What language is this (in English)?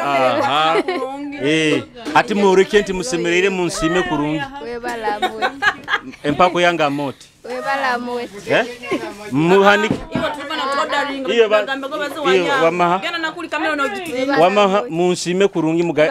Nyoro